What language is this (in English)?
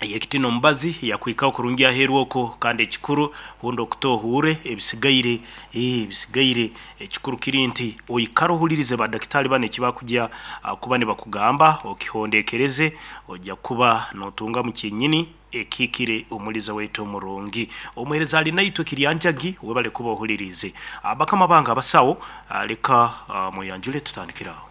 Nyoro